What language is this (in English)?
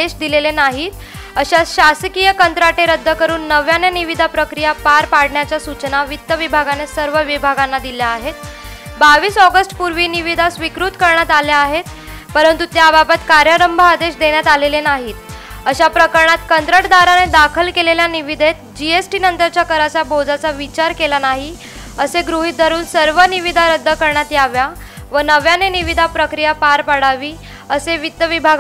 Marathi